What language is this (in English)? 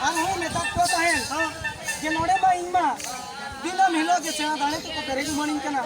Santali